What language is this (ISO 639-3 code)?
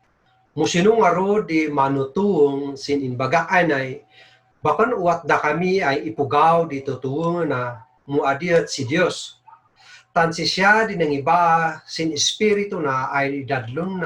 kne